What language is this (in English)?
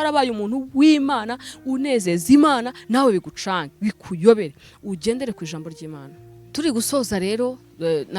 Kinyarwanda